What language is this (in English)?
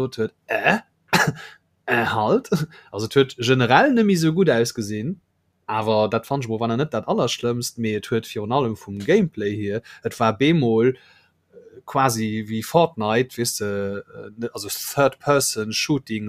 Luxembourgish